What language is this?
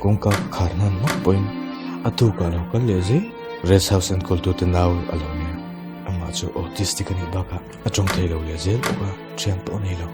Mizo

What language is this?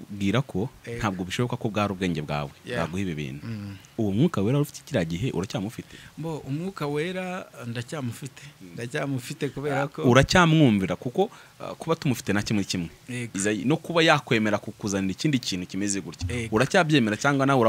Kinyarwanda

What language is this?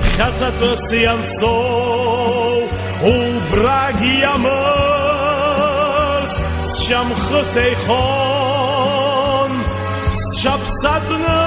Abkhazian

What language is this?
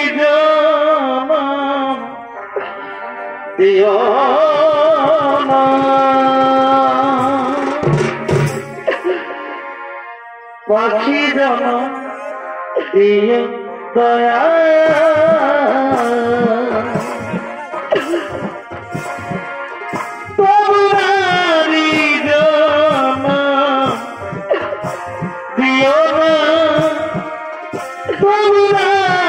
Bangla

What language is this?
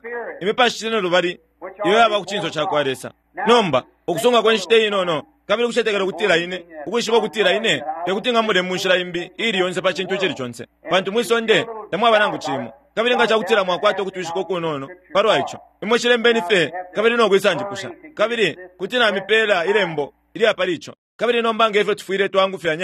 Bemba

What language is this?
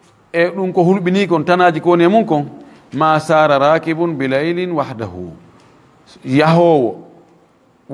Fula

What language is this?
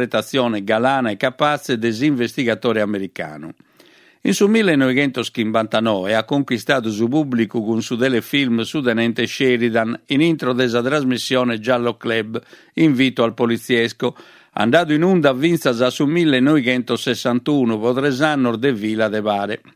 Sardinian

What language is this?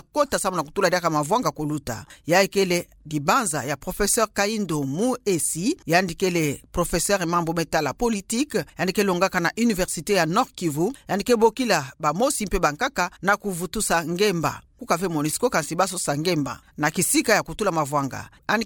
Kituba (Democratic Republic of Congo)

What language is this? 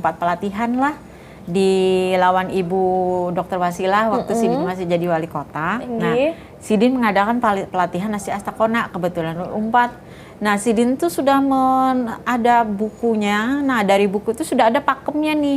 Banjar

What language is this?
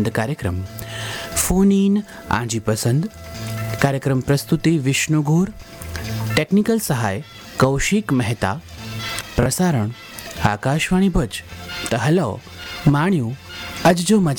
Gujarati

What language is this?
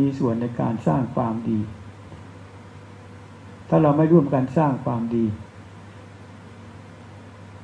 Thai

